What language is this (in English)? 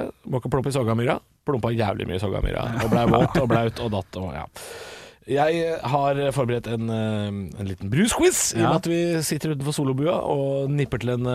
Norwegian